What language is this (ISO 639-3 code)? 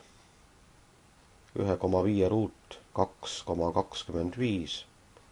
est